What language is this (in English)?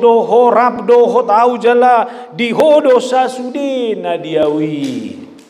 Batak Toba